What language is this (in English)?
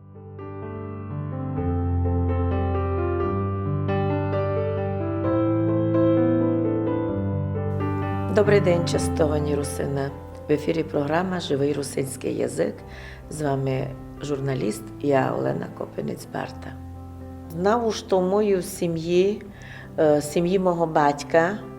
Rusyn